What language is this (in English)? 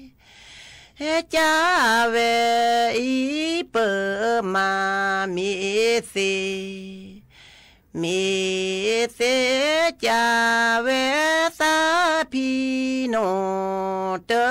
S'gaw Karen